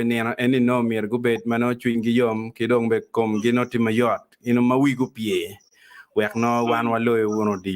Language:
Acoli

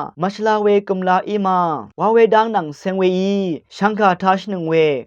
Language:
Rawang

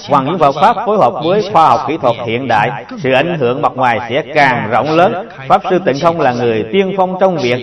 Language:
Vietnamese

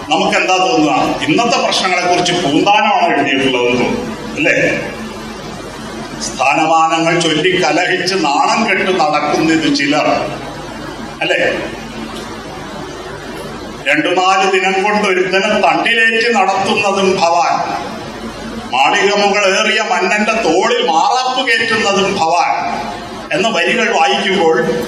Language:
Malayalam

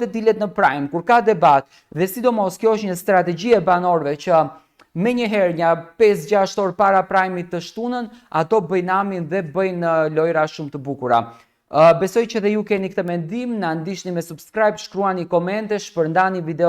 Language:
Albanian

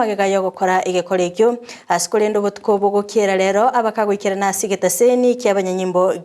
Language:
Gusii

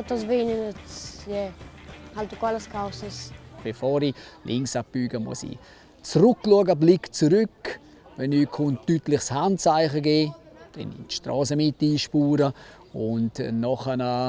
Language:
Romansh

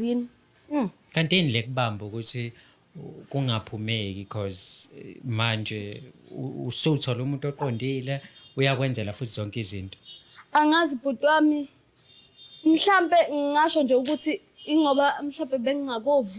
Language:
Zulu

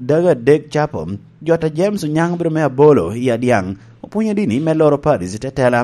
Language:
Lango (Uganda)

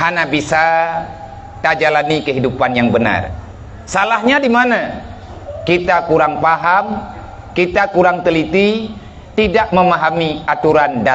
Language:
Achinese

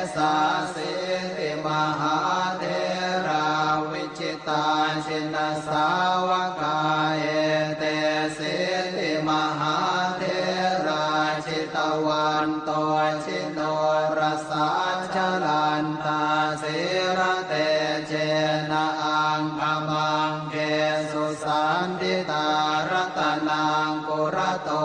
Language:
Pali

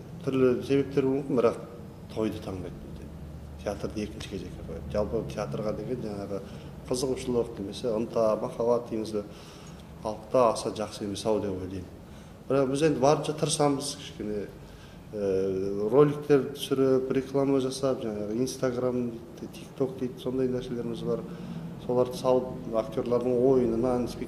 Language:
Kazakh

